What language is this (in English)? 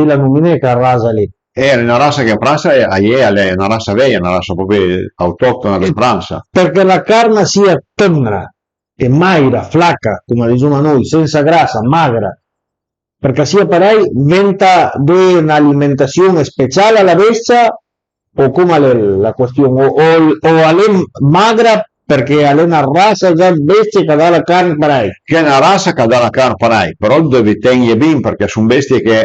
Piedmontese